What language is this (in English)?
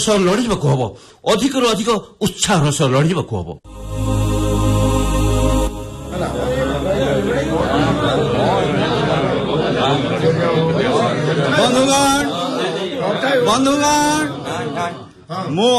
Odia